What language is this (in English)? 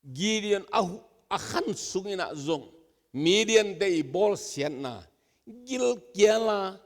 Tedim Chin